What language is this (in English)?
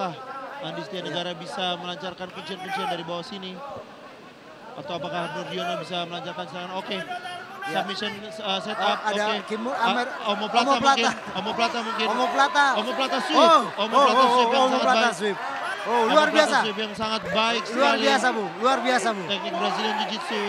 Indonesian